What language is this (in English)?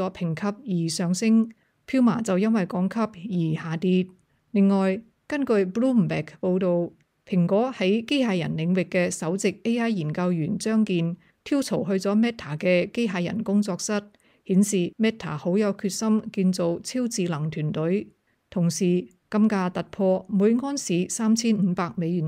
Cantonese